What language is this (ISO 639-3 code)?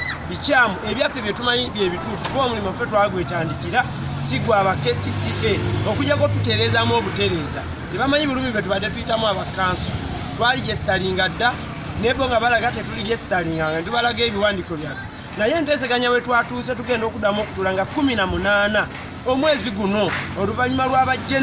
lug